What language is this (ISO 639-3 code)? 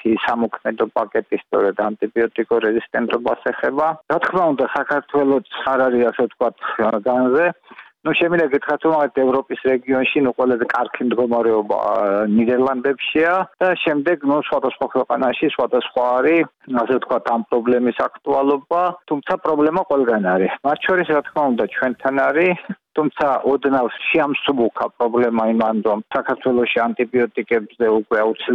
kat